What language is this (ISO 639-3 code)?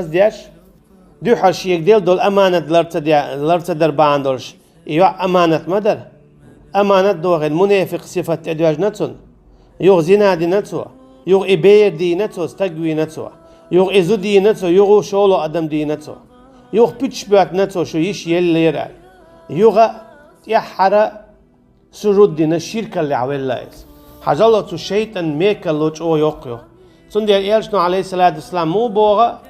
che